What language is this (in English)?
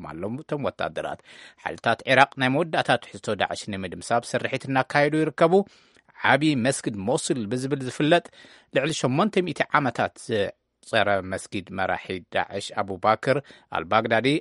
Tigrinya